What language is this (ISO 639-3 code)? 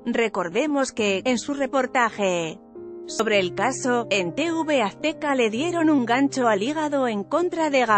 spa